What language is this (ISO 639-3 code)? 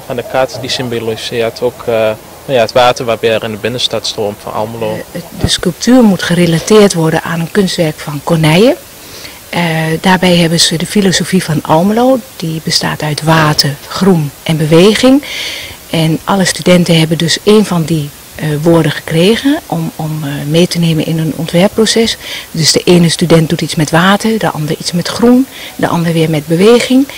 nld